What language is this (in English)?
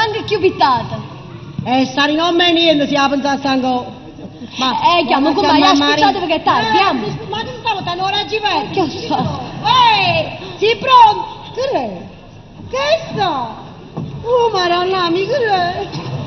Neapolitan